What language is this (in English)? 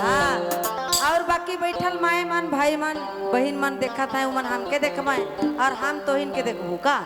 Sadri